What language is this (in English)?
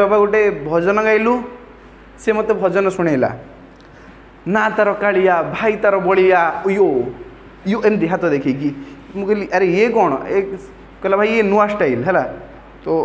Odia